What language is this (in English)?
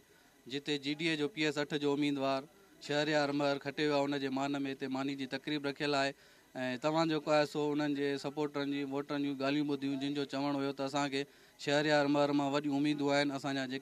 Sindhi